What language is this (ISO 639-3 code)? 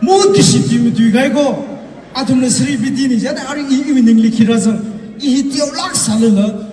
nmf